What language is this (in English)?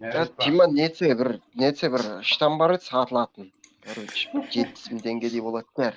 Kara-Kalpak